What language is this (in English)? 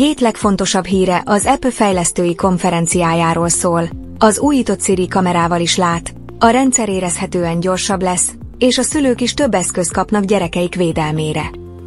Hungarian